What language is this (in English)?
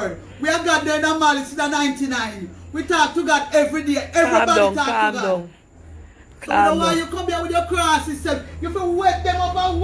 Jamaican Creole English